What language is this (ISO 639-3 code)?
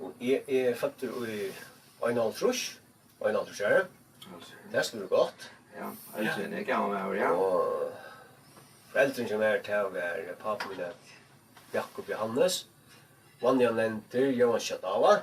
fao